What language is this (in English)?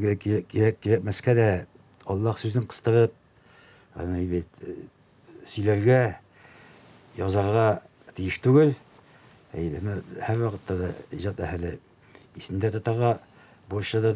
Tatar